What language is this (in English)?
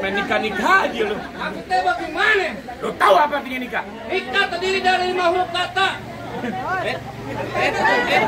Betawi